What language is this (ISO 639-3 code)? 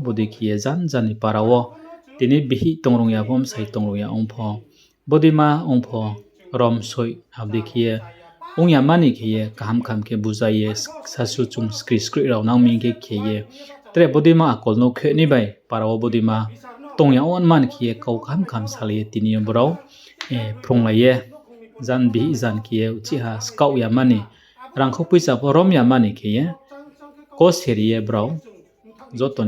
ria